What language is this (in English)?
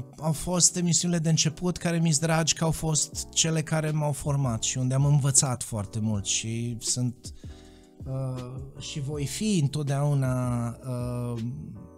Romanian